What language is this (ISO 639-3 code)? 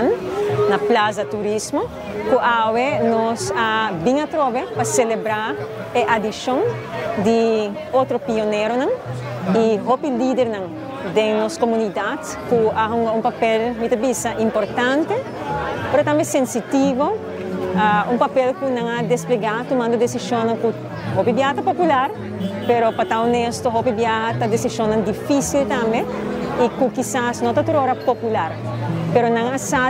pap